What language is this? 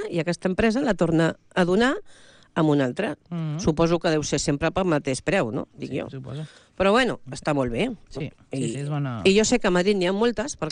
Catalan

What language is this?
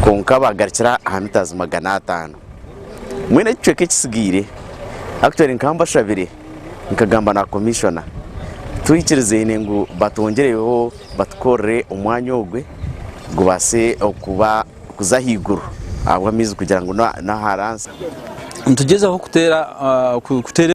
Nyankole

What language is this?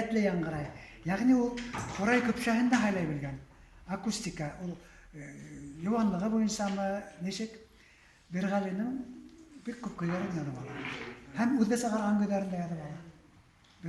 Bashkir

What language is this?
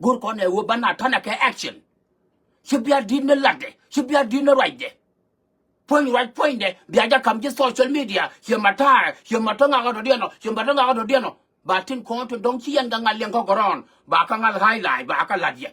Nuer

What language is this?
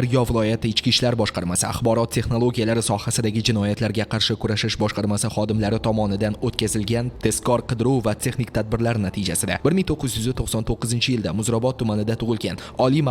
Uzbek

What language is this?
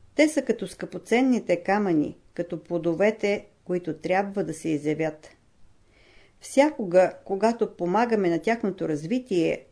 Bulgarian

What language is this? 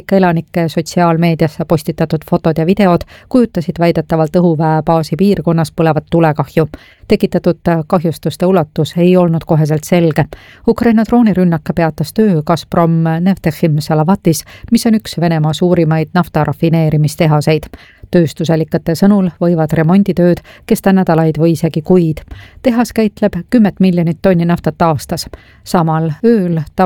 Estonian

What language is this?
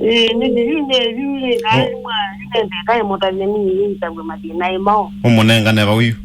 Kamba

